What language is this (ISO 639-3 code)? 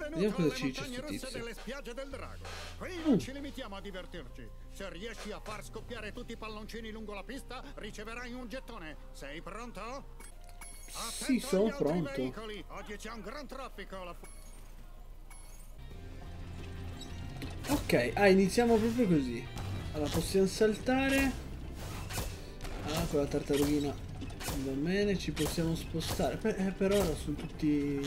ita